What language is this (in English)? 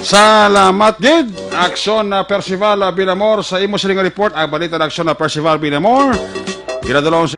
Hiligaynon